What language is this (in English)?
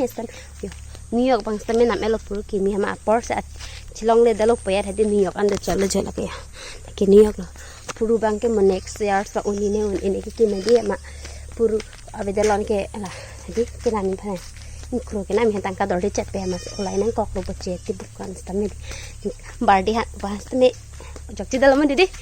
Karbi